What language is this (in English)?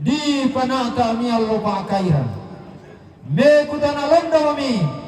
Toraja-Sa'dan